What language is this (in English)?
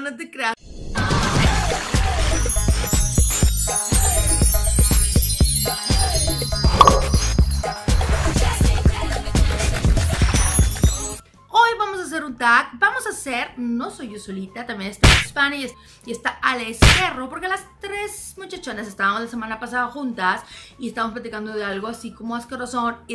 Spanish